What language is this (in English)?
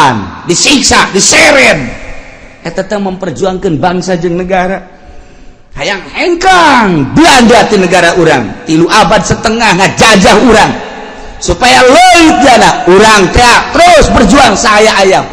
Sundanese